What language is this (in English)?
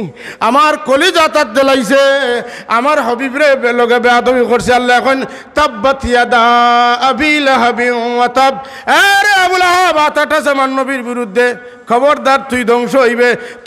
Sylheti